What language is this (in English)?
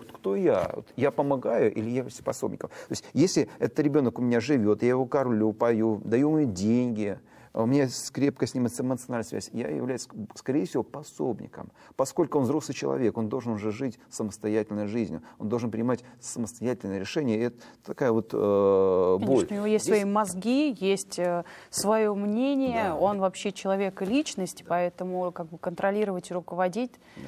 Russian